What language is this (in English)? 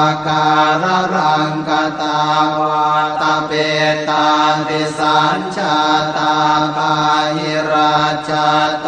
Pali